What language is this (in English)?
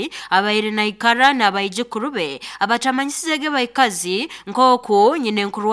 Nyoro